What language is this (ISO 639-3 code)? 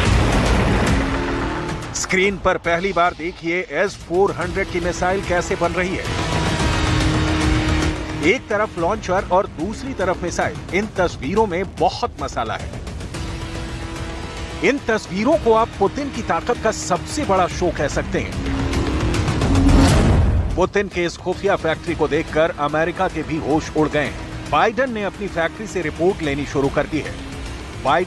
hin